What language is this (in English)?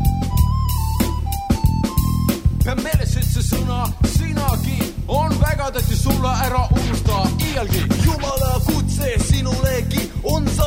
Estonian